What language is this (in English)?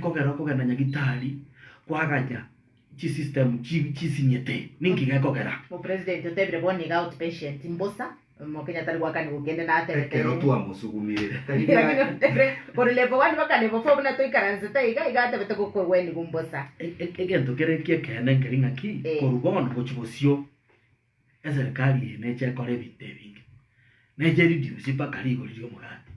Gusii